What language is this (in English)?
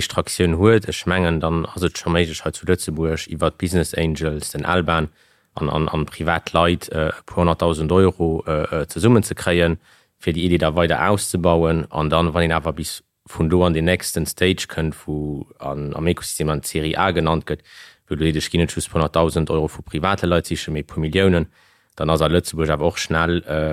Luxembourgish